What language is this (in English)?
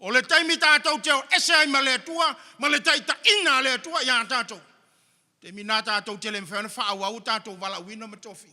Samoan